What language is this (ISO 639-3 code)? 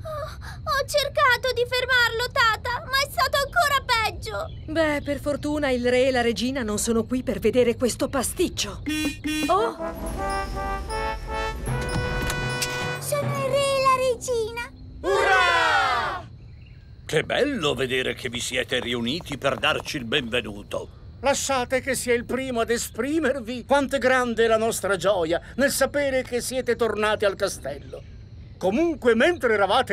ita